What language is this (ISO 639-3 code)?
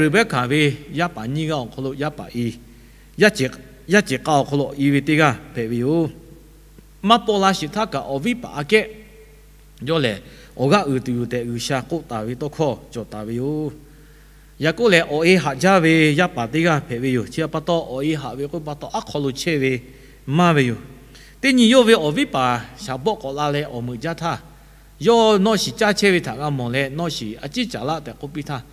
lhu